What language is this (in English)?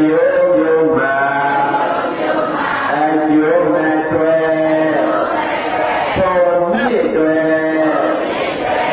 Burmese